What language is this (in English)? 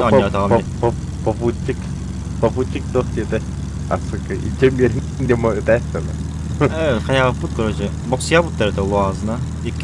Yakut